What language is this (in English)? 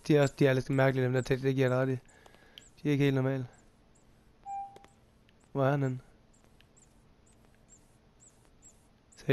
Danish